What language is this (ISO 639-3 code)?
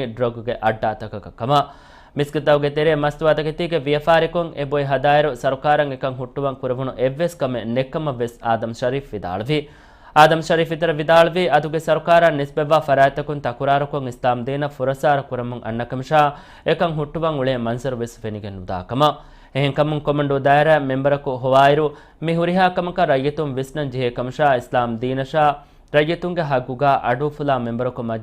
div